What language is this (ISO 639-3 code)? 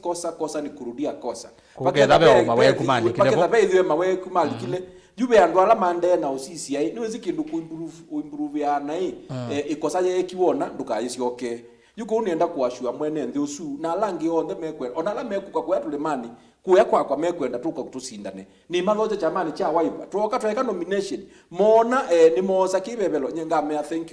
kam